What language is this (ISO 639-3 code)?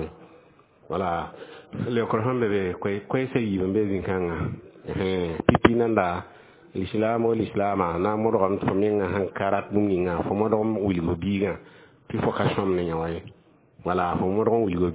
mos